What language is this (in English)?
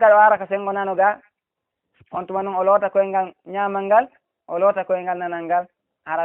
Fula